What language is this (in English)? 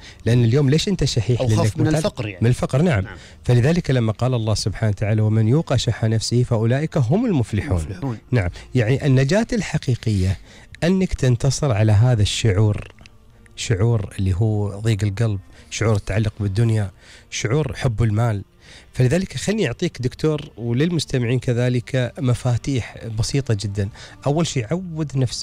Gulf Arabic